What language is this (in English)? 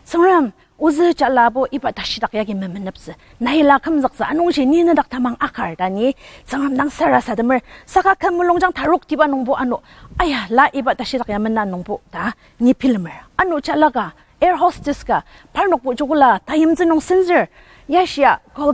Ao Naga